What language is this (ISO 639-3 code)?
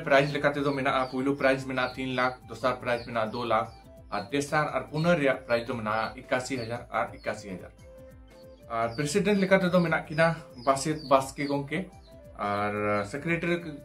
sat